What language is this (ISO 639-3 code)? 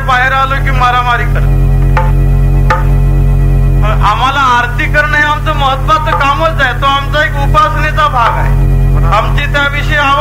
mar